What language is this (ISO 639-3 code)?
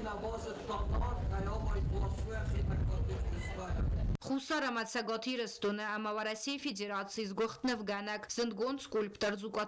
oss